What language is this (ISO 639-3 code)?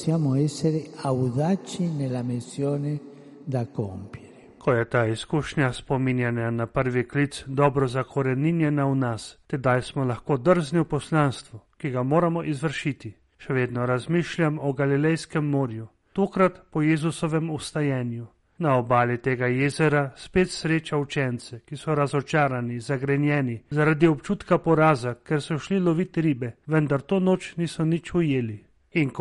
slv